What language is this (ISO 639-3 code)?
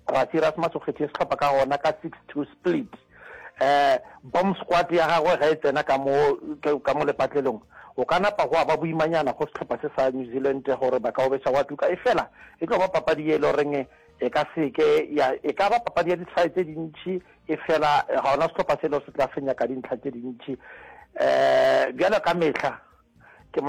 nso